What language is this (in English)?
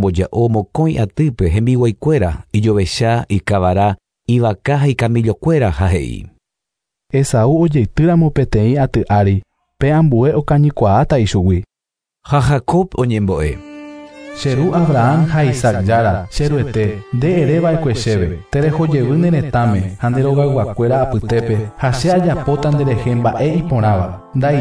Guarani